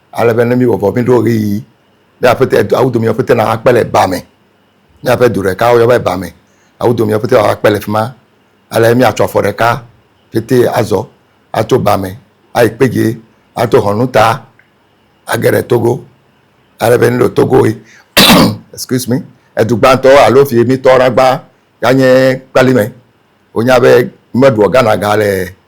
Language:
Ewe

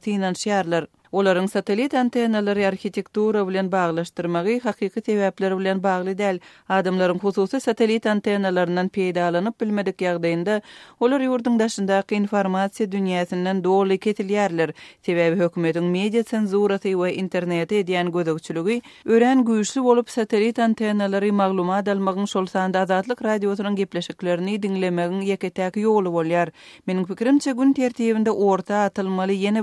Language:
Turkmen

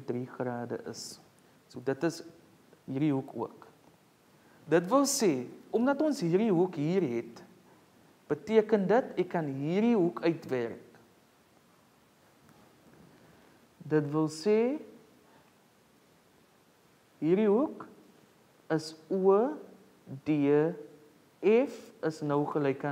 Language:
Afrikaans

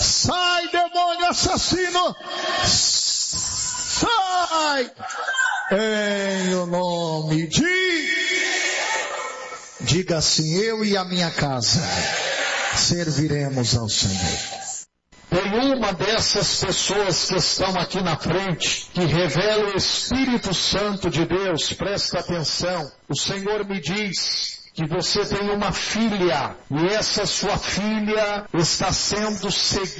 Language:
Portuguese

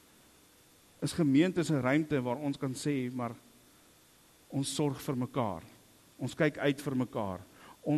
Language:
Afrikaans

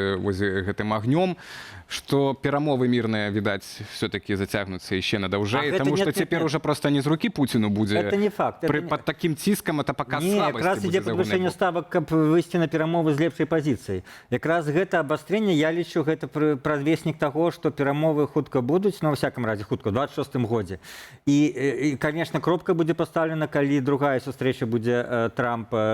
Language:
Belarusian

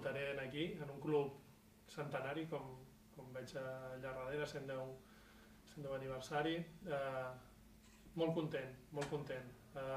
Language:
Catalan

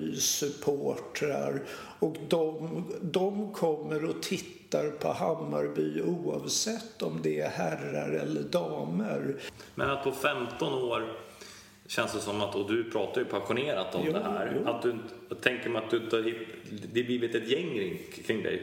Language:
Swedish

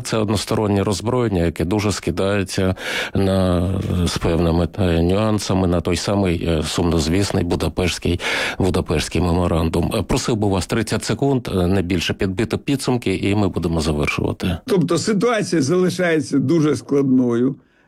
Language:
Ukrainian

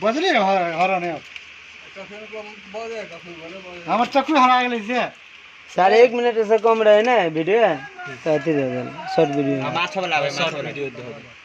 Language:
Maithili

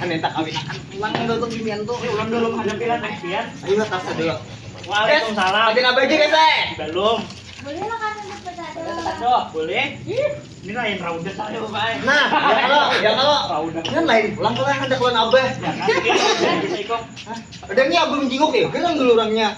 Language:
Banjar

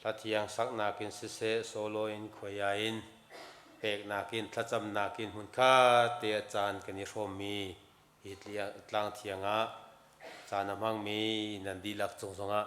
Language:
Hakha Chin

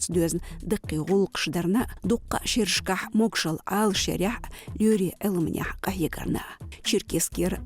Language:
Chechen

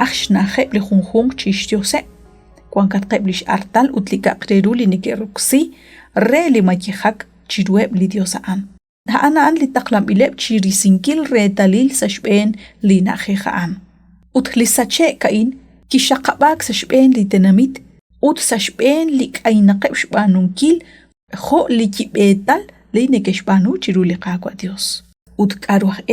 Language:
Kekchí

